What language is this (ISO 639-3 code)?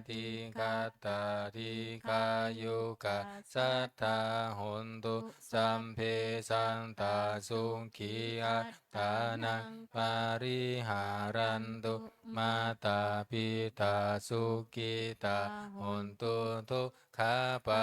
pli